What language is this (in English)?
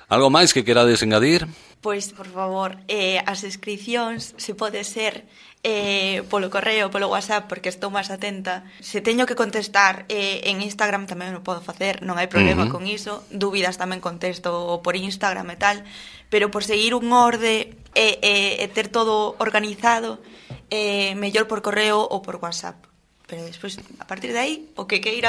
Galician